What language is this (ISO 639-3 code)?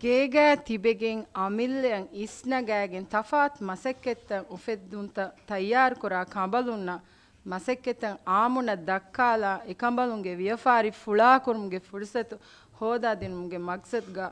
div